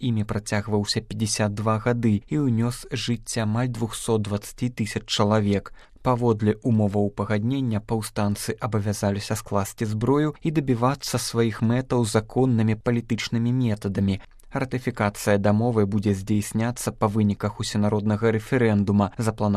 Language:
Belarusian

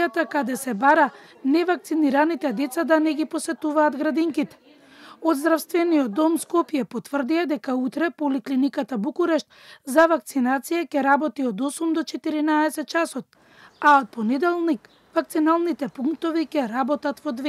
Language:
Macedonian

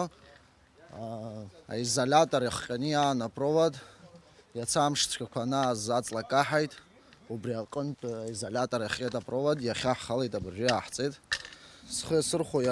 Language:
Abkhazian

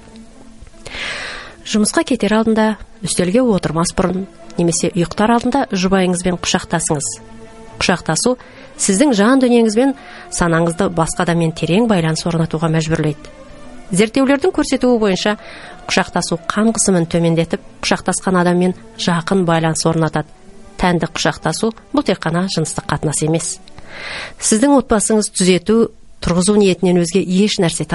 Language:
Kazakh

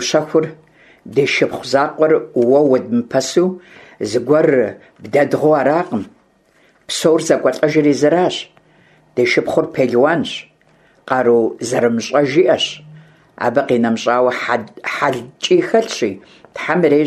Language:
Kabardian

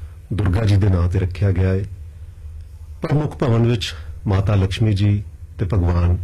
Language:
Punjabi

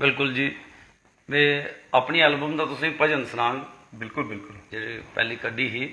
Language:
Dogri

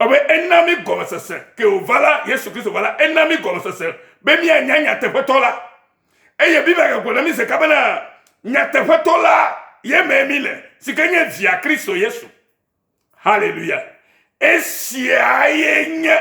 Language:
Ewe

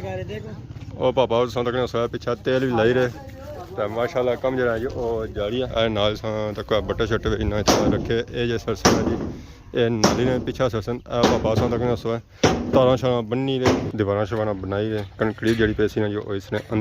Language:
Pahari-Potwari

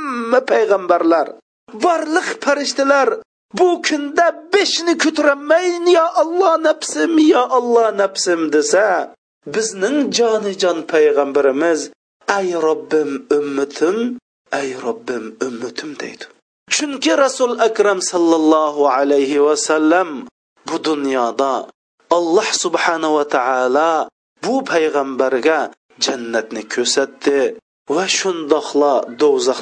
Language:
Uyghur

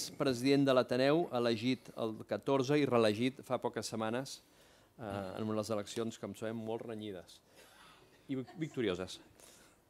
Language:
Catalan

